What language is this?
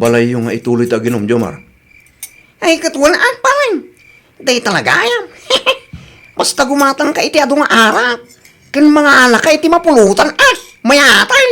Iloko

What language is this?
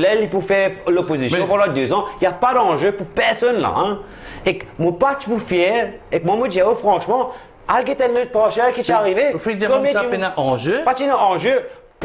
Morisyen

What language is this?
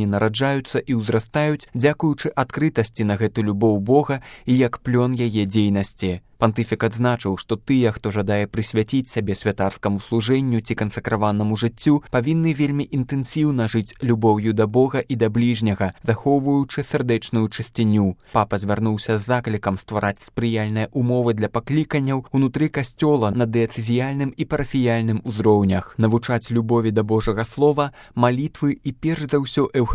Belarusian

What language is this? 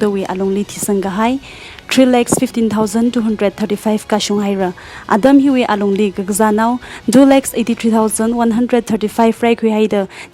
Tangkhul Naga (India)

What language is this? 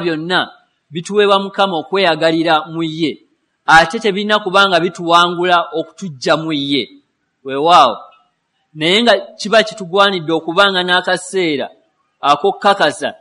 Ganda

